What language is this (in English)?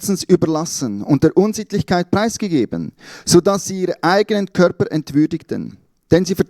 Swiss German